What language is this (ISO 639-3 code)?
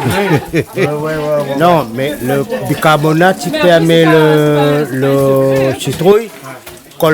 rcf